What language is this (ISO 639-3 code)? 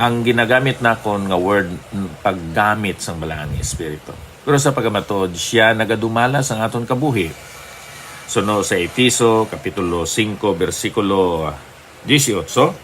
hil